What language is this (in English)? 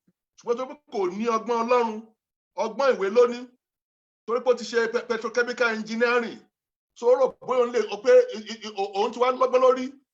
Yoruba